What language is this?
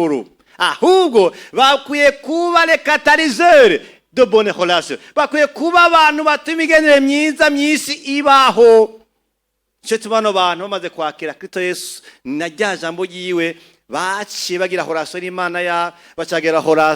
Rundi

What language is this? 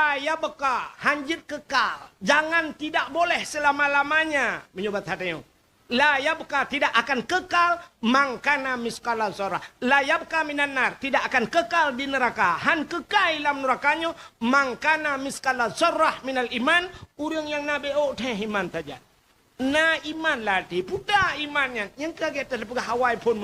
Achinese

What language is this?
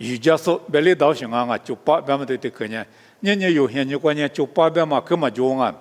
Lisu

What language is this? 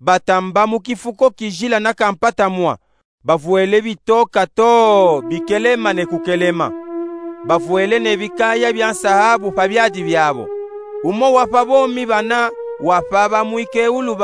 Luba-Katanga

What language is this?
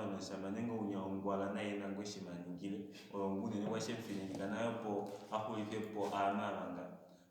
Kuanyama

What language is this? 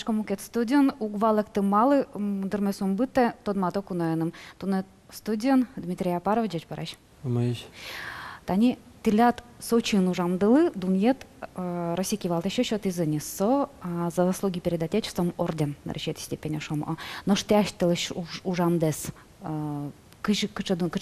Udmurt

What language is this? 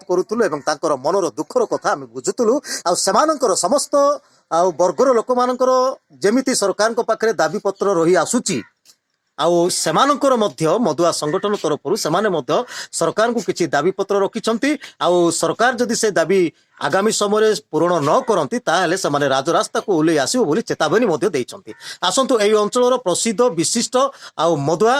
Odia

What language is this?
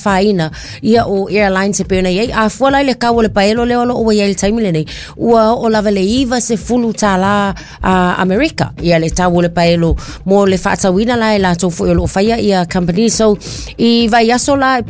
Samoan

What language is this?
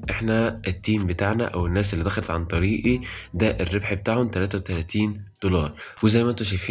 Egyptian Arabic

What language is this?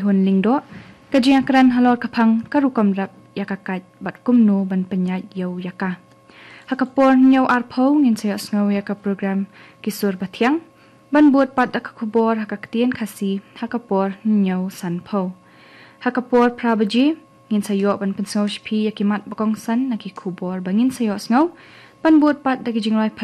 Khasi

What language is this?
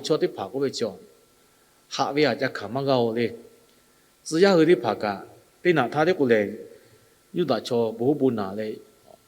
Lahu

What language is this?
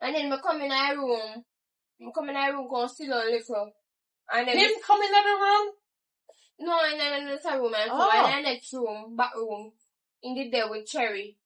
Jamaican Creole English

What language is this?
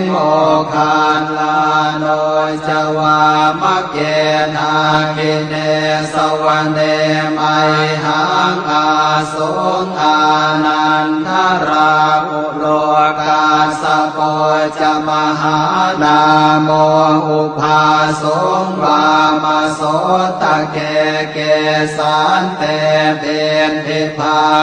Pali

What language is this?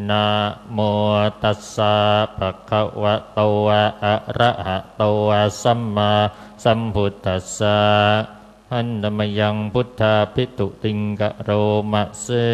Pali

